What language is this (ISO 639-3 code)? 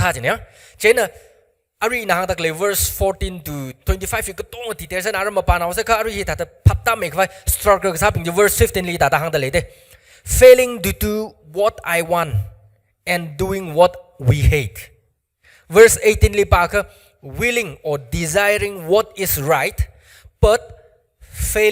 nmf